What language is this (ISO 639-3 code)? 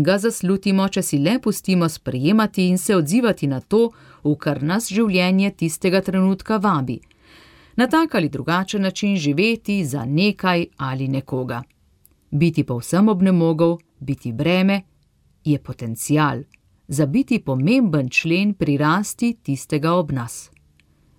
slv